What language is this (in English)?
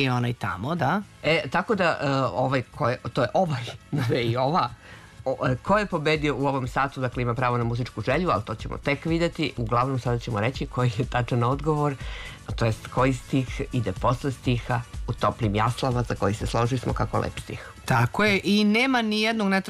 Serbian